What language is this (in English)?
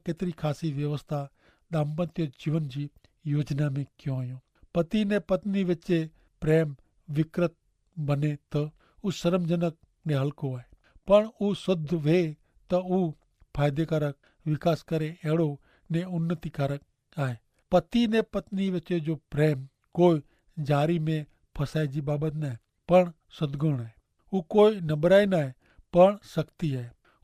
Kachhi